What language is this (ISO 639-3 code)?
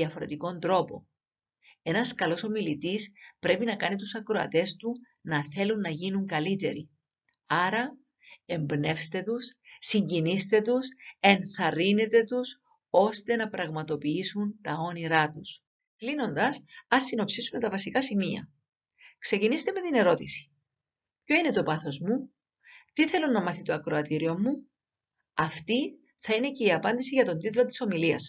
ell